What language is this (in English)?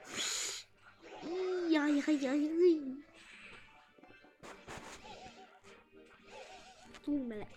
Hungarian